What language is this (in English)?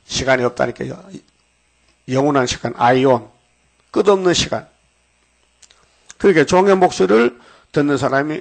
Korean